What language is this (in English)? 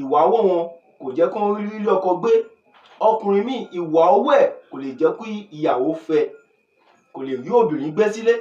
Yoruba